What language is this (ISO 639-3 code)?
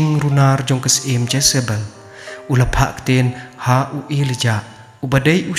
kha